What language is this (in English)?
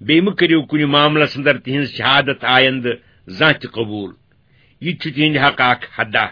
Kashmiri